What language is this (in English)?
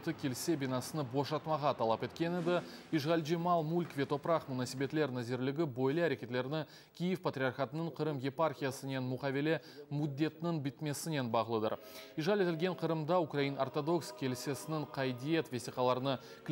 Crimean Tatar